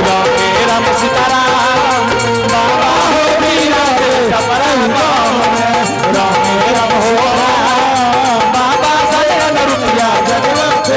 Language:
Angika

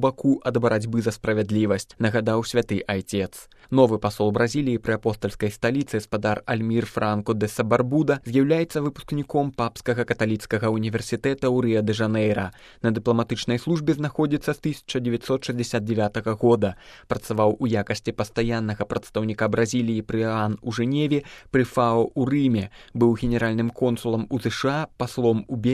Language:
Belarusian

